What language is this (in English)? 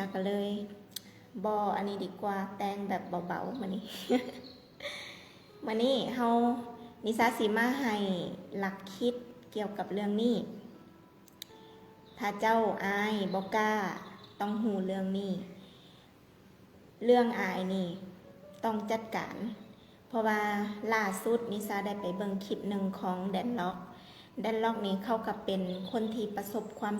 Lao